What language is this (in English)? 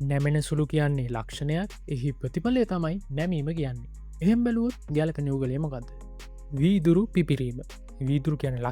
Sinhala